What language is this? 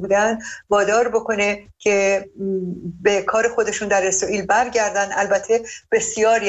Persian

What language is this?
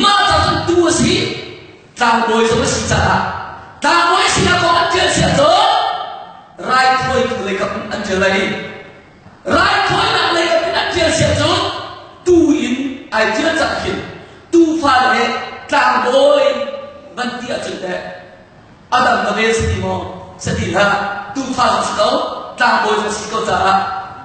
Hakha Chin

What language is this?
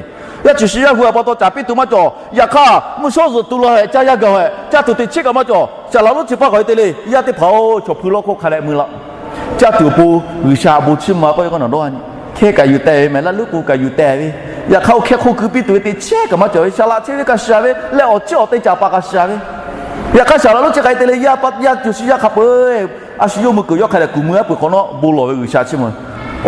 Lahu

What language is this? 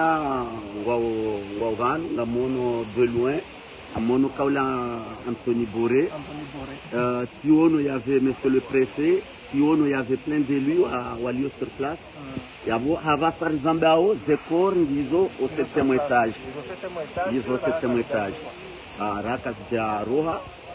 Ngazidja Comorian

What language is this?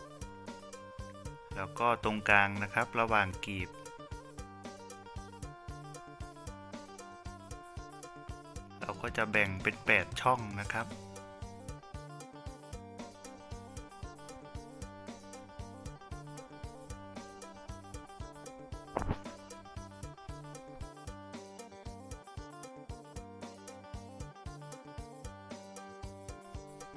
Thai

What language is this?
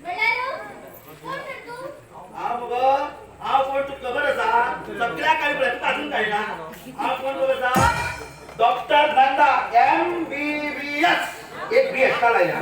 Konkani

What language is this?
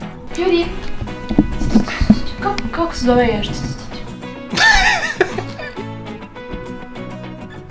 Croatian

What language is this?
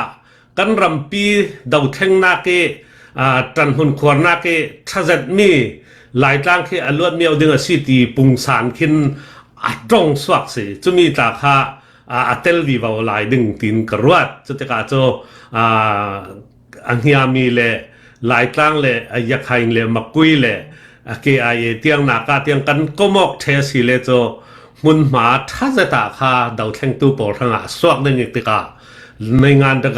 Falam Chin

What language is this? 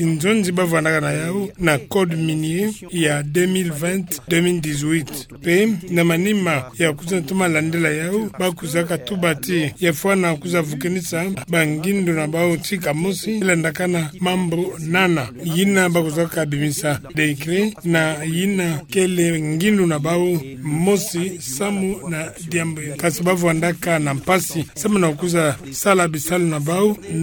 Kituba (Democratic Republic of Congo)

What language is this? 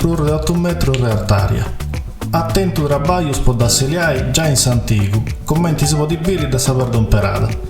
Sardinian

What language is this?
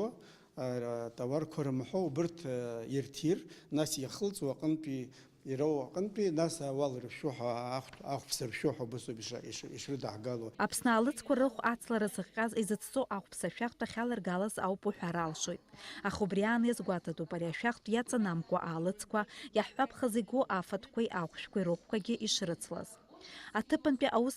Abkhazian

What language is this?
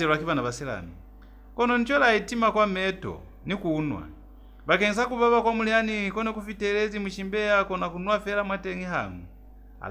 Lozi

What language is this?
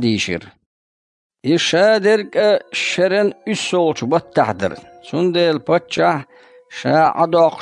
Chechen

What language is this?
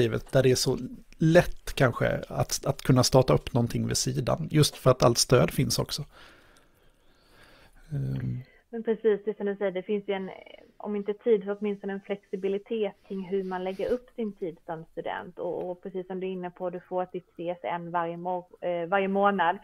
Swedish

